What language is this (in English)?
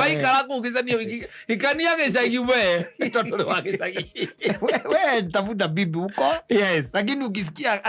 Kikuyu